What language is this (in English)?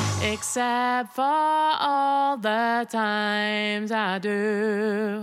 English